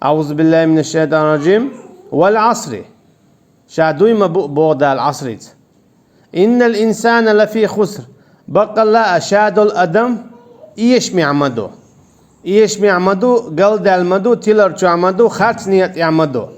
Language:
Chechen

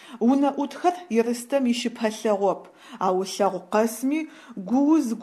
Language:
Adyghe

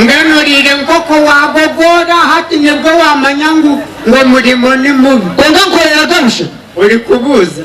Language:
Nyankole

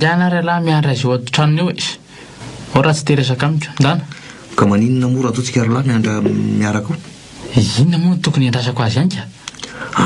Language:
Malagasy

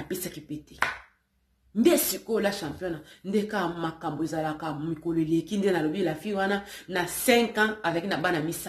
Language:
Lingala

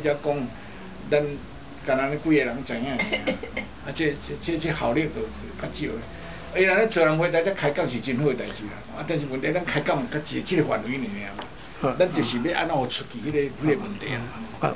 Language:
Min Nan Chinese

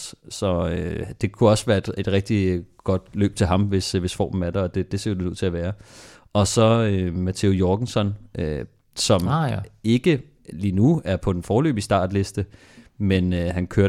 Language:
Danish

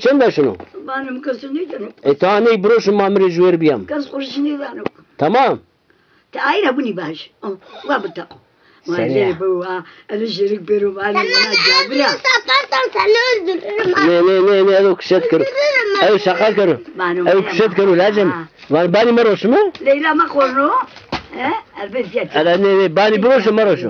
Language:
Zaza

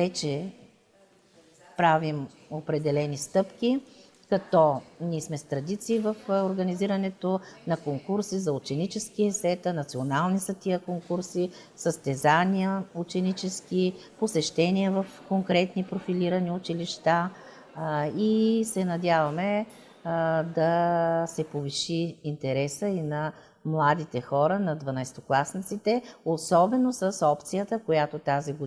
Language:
Bulgarian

